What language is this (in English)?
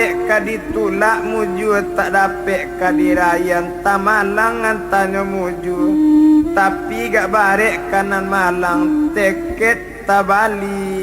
Minangkabau